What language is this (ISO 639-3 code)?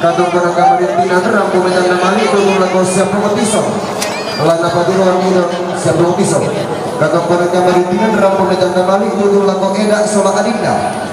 sda